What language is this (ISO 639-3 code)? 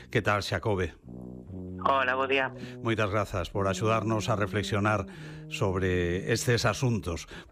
glg